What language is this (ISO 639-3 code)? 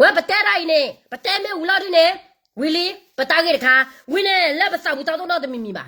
ksw